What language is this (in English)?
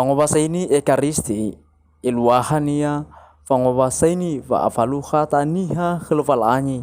Nias